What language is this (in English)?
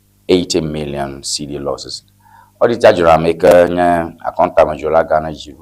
Ewe